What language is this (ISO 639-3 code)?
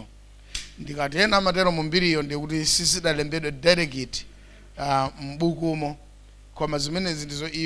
nya